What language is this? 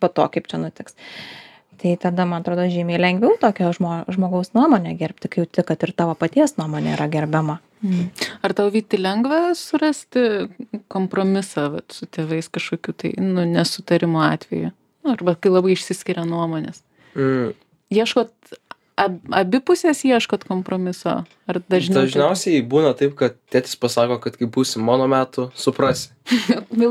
Lithuanian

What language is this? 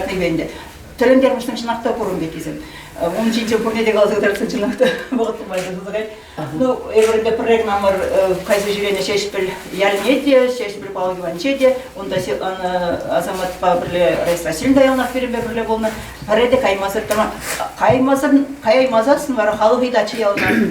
Chuvash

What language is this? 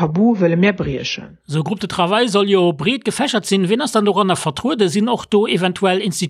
Luxembourgish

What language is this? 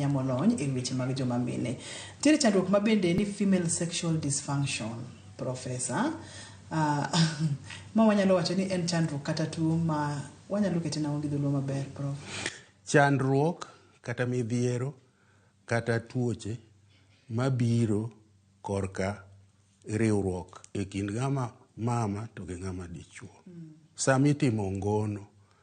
Luo (Kenya and Tanzania)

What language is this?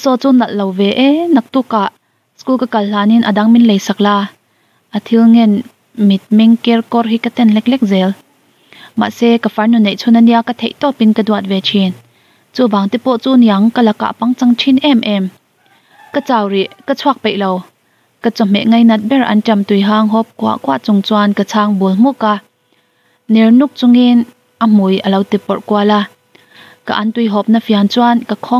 Mizo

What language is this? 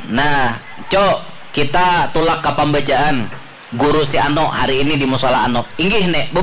Banjar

